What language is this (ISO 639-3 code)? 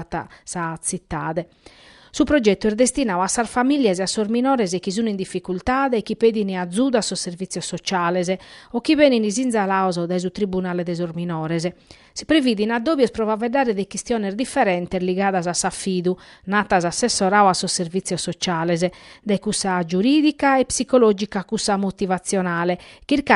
srd